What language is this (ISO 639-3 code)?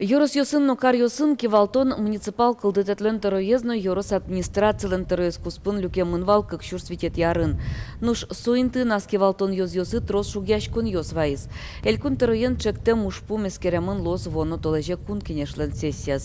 udm